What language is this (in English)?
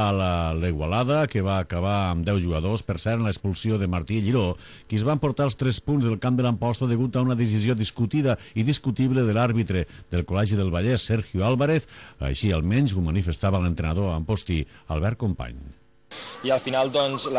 Catalan